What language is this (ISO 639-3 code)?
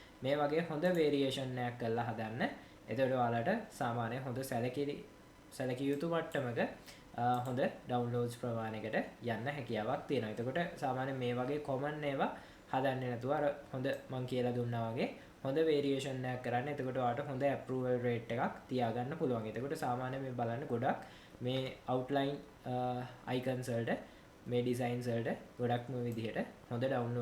sin